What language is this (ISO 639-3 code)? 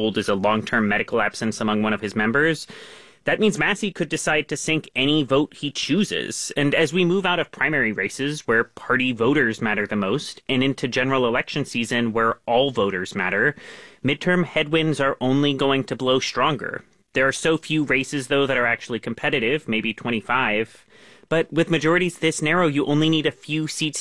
eng